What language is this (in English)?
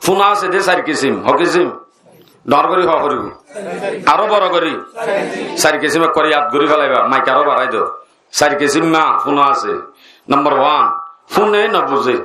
Rohingya